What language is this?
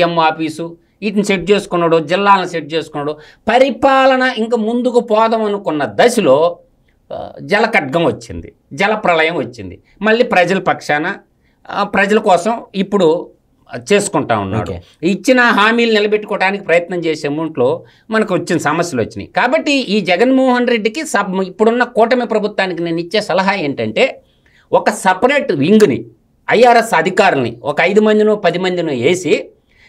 Telugu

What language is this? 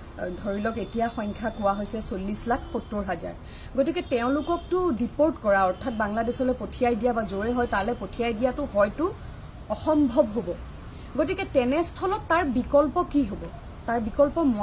Assamese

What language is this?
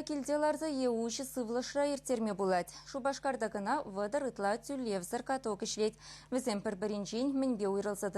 Chuvash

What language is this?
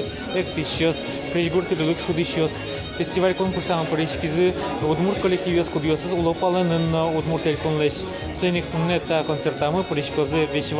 Udmurt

